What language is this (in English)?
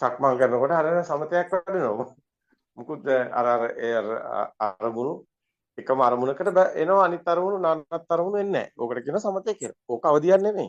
Sinhala